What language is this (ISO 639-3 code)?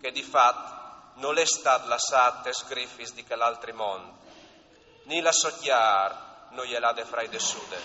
fur